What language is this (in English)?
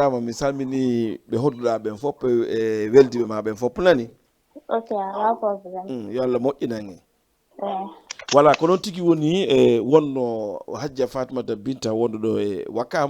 Fula